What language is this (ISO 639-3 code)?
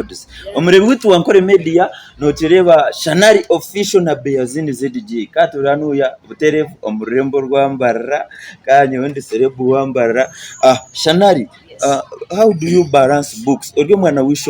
nyn